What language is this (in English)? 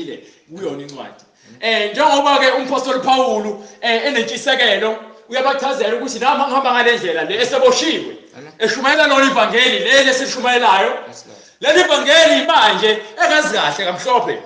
Zulu